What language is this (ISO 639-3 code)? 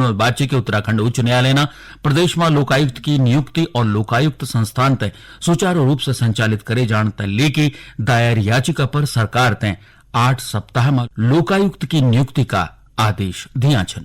gbm